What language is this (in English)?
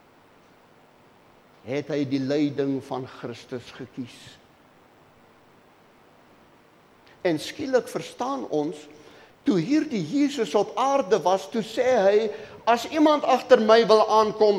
Afrikaans